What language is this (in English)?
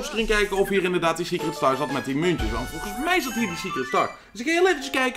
Dutch